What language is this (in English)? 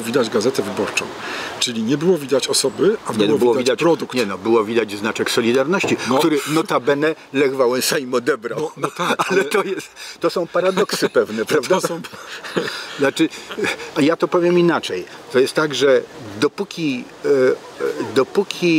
Polish